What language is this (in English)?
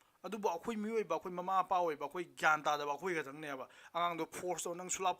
Manipuri